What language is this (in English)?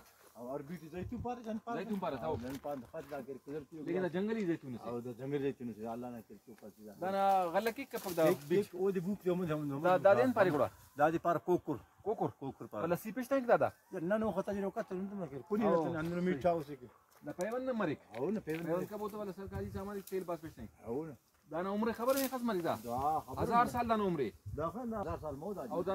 Brahui